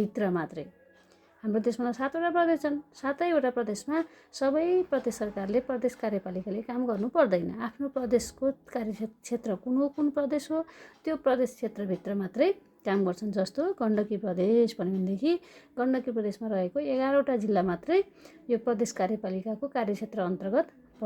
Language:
Nepali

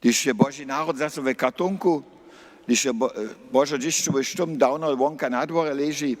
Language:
Upper Sorbian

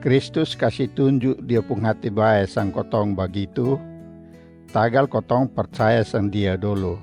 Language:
Kupang Malay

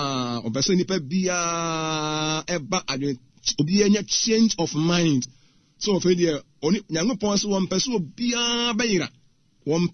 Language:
Akan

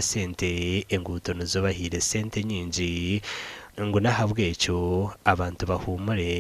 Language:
Nyankole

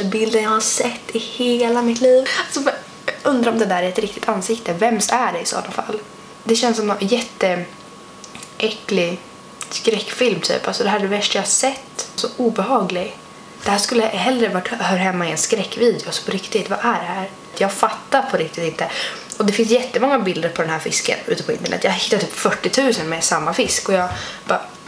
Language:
Swedish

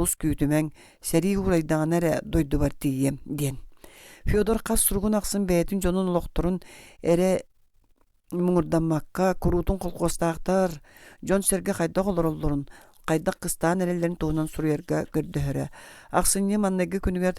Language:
Yakut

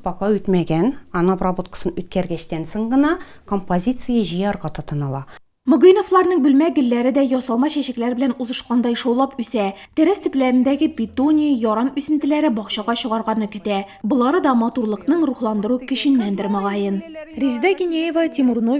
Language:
Tatar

